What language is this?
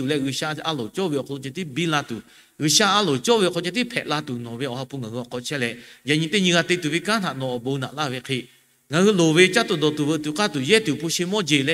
Lahu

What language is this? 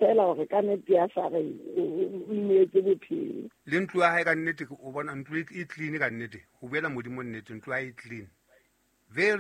Southern Sotho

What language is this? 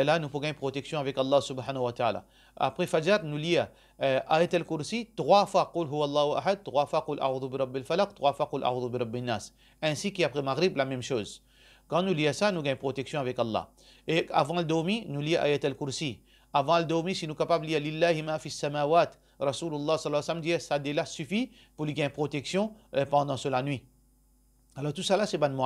Morisyen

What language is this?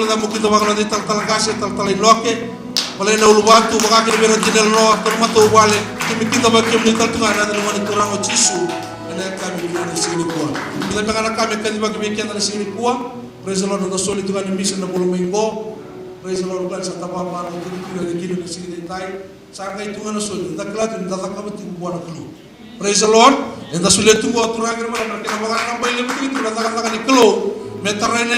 Fijian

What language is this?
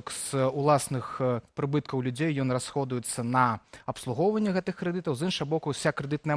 Belarusian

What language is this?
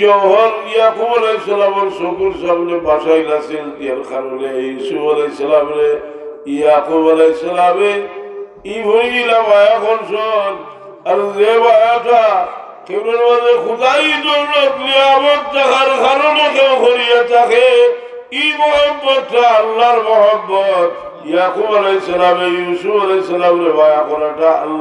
Sylheti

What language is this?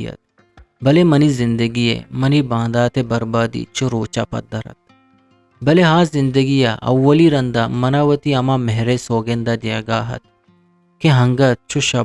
Eastern Balochi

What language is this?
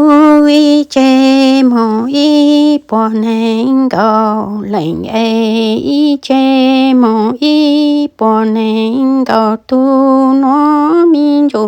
Hmong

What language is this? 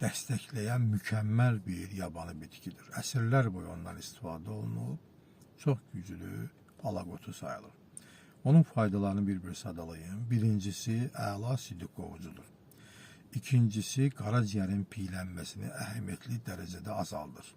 Azerbaijani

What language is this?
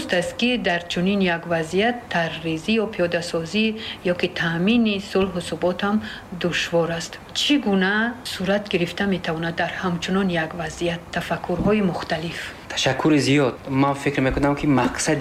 Tajik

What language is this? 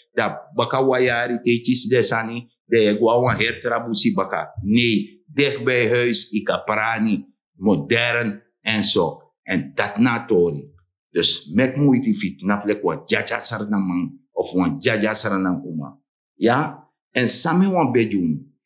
Sranan Tongo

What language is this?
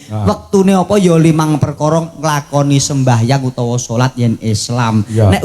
Javanese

